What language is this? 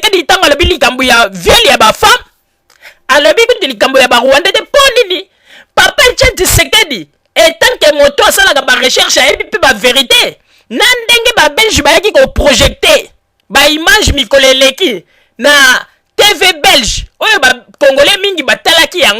Lingala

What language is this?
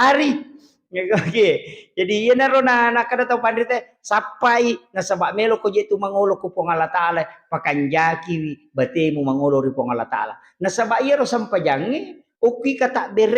Buginese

